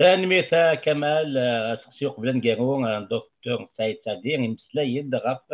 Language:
Kabyle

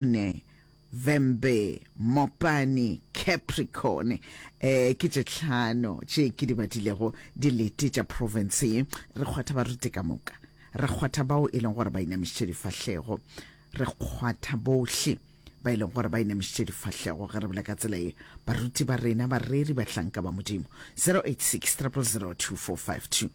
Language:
Northern Sotho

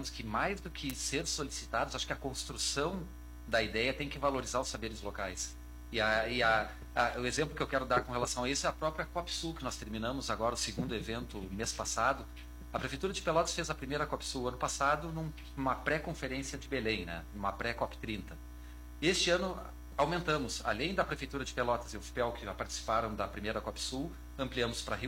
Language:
Portuguese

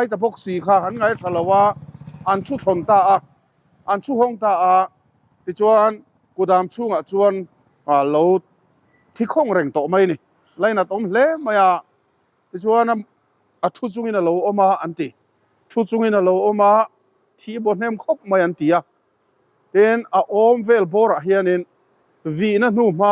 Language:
Mizo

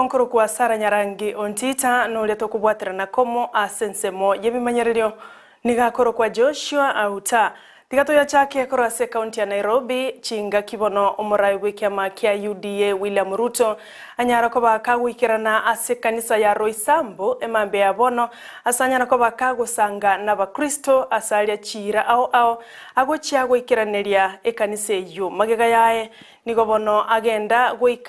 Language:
Gusii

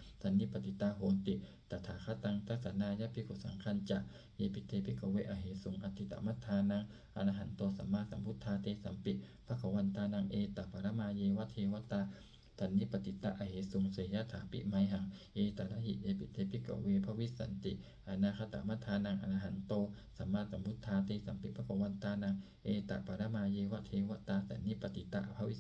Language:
Pali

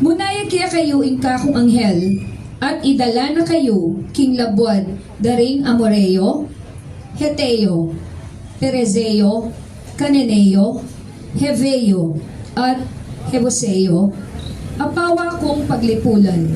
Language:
Pampanga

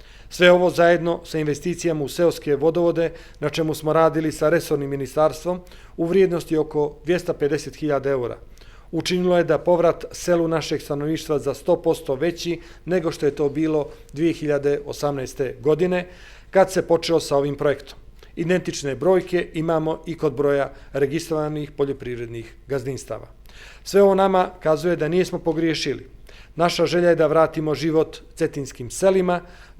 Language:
Bosnian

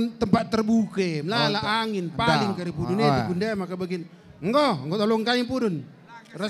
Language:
Batak Karo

